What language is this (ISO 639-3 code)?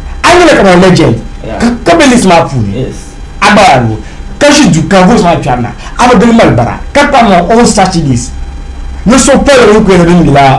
dag